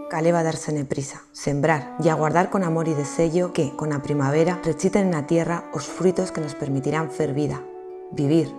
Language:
Aragonese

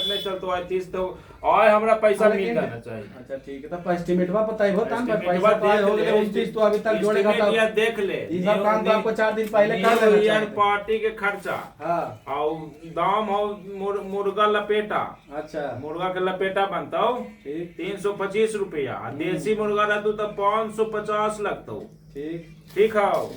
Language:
Magahi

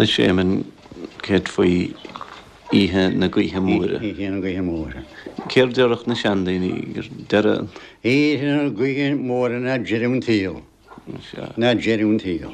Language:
Irish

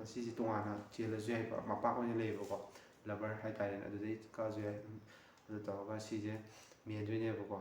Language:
Manipuri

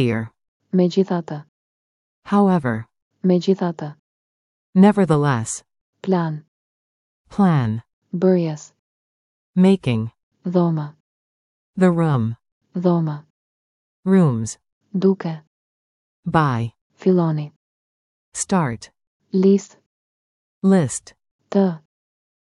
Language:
Albanian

